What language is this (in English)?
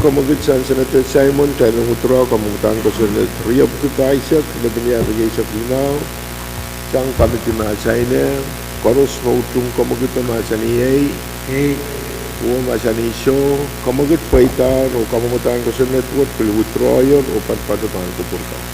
Pohnpeian